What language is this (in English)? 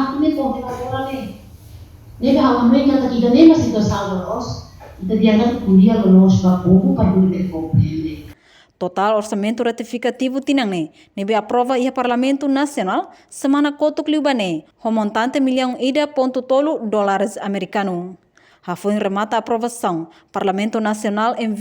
Tetum